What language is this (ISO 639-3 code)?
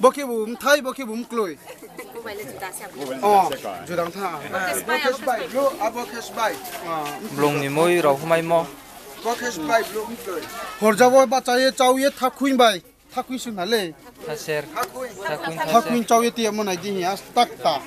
ria